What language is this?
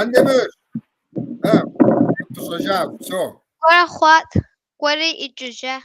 Kabardian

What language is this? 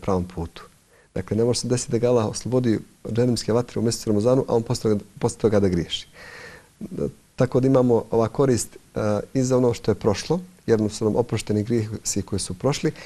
Bosnian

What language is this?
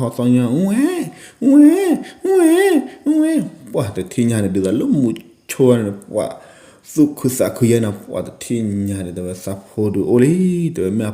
S'gaw Karen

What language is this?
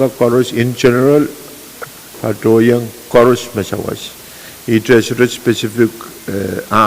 Pohnpeian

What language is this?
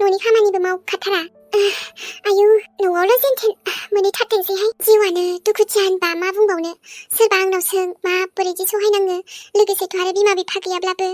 Bodo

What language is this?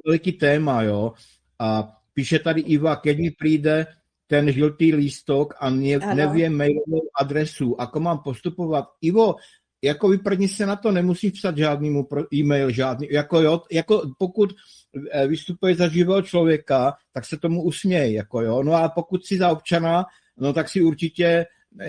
Slovak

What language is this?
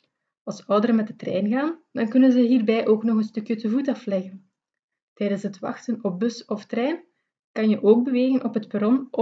Dutch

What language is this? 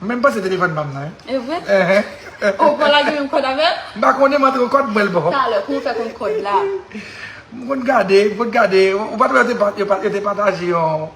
Haitian Creole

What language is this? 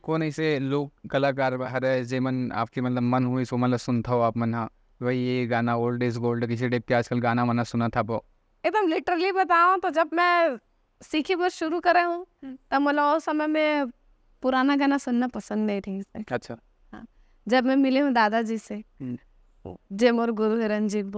Chhattisgarhi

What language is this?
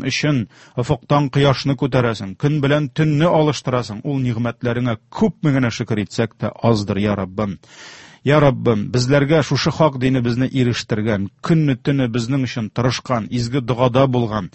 Tatar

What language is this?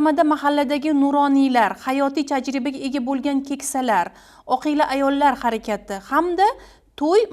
Uzbek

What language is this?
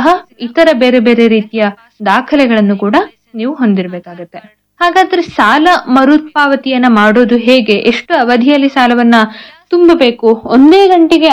Kannada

